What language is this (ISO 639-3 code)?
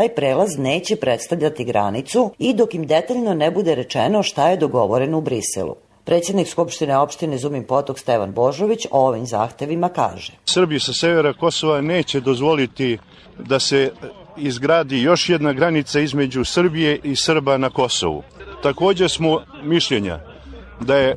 srp